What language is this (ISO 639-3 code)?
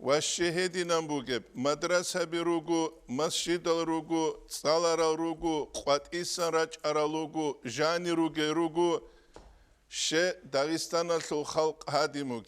ava